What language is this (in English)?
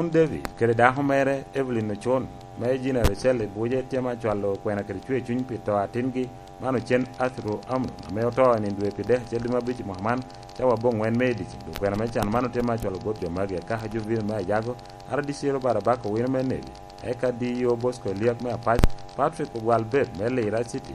Lango (Uganda)